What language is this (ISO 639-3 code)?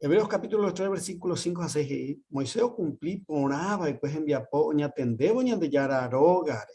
grn